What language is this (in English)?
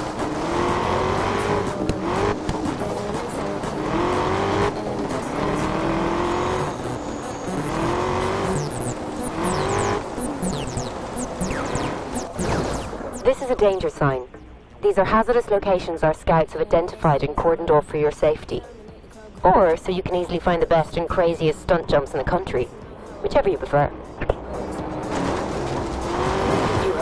English